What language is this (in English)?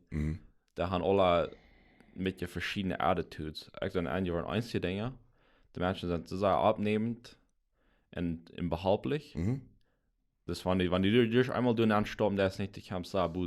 Plautdietsch